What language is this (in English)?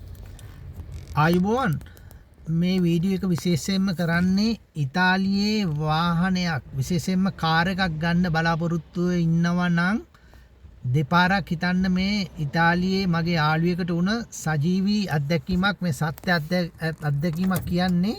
Sinhala